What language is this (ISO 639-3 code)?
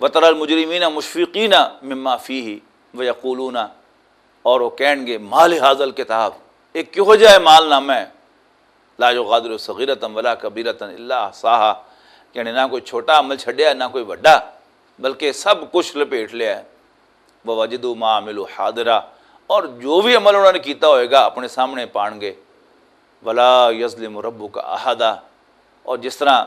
lah